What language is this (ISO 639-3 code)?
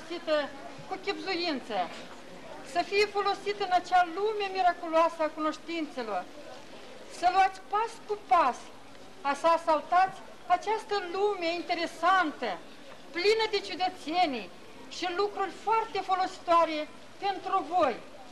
ron